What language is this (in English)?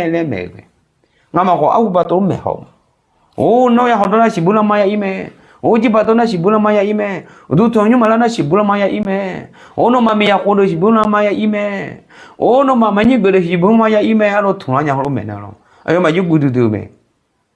Akha